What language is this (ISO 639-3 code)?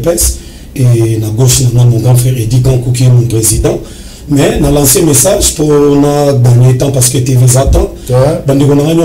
lin